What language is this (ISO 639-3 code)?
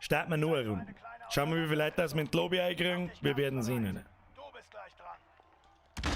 bar